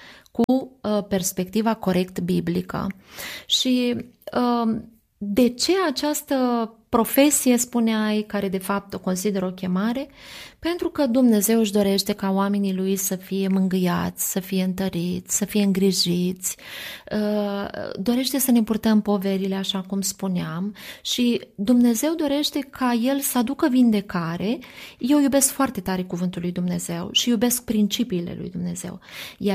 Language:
Romanian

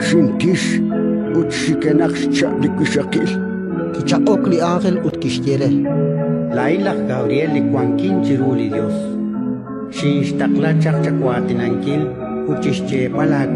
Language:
Kekchí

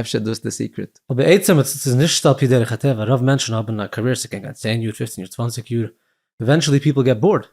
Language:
Yiddish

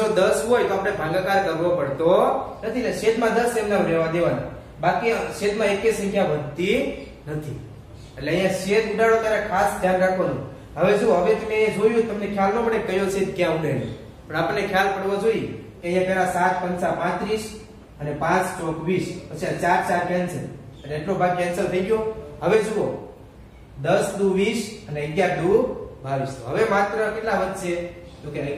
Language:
Gujarati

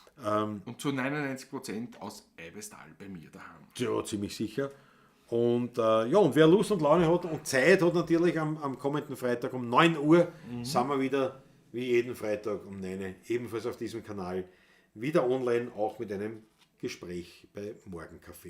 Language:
Bavarian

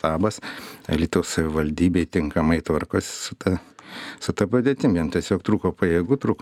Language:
Lithuanian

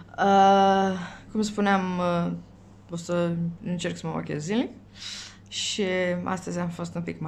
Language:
Romanian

